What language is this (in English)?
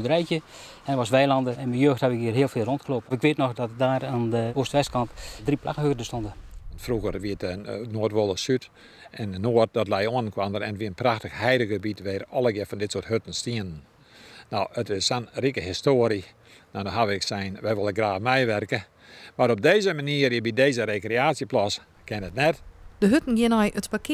Western Frisian